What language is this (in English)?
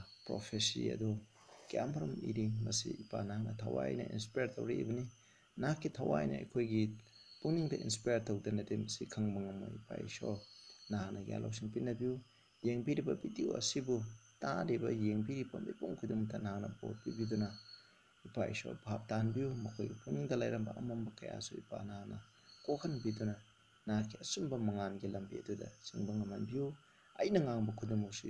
Manipuri